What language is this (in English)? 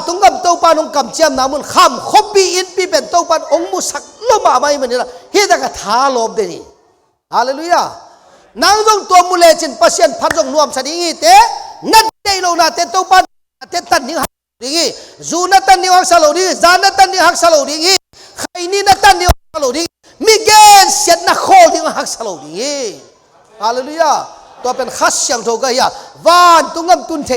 Tedim Chin